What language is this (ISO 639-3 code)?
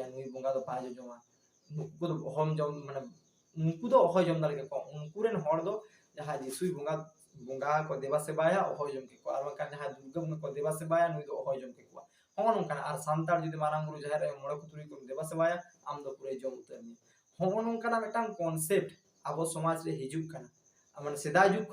sat